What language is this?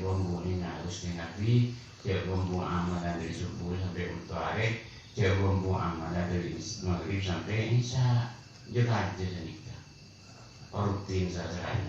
Madurese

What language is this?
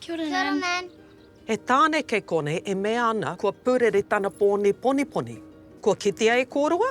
Māori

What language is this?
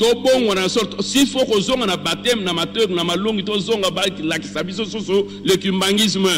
Lingala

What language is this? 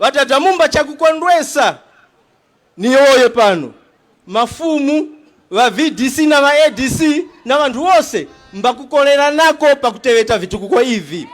Tumbuka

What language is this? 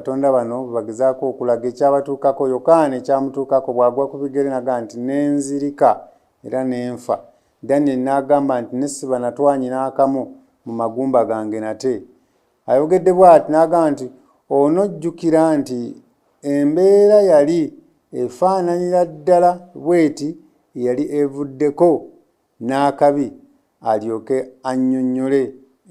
Ganda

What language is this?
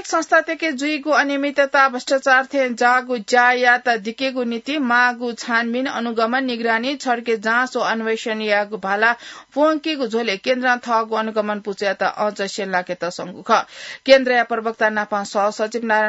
Newari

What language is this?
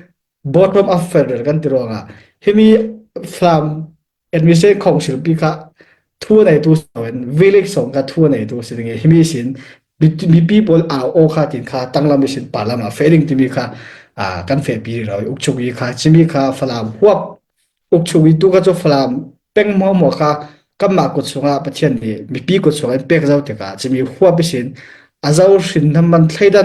Falam Chin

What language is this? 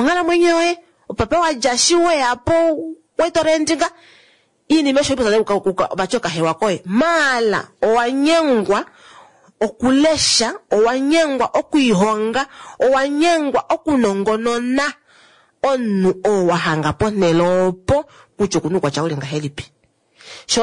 Kuanyama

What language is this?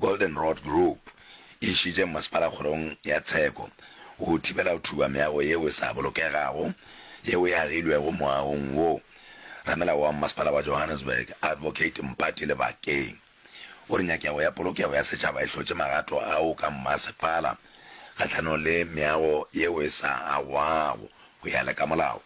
Northern Sotho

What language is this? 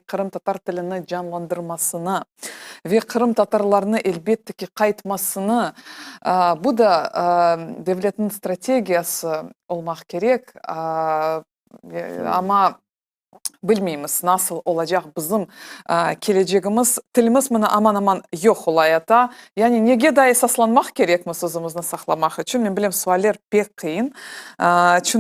Crimean Tatar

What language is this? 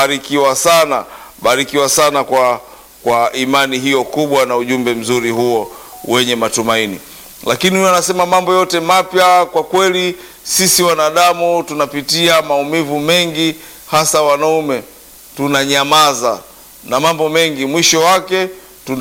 Swahili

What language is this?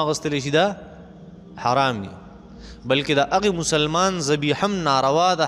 Pashto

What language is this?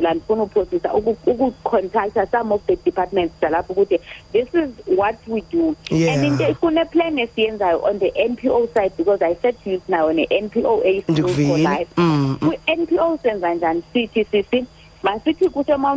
Xhosa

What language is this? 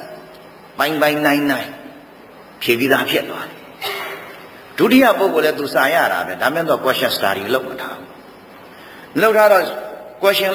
Burmese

